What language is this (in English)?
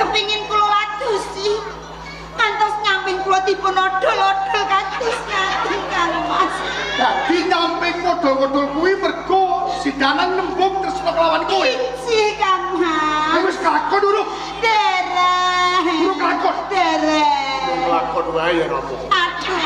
Javanese